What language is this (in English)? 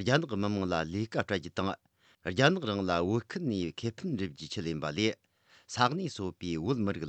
Tibetan